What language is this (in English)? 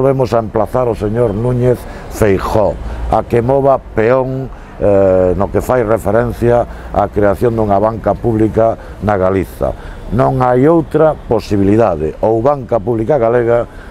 Galician